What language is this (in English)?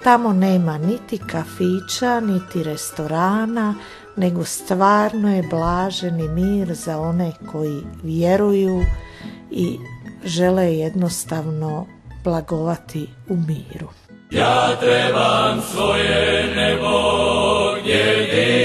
Croatian